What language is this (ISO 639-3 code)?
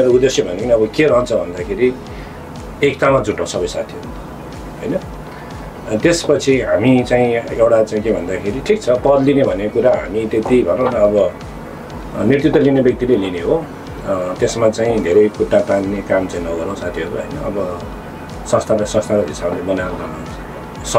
nep